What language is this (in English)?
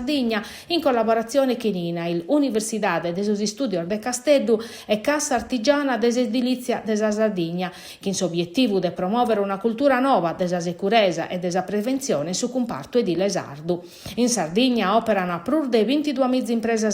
Sardinian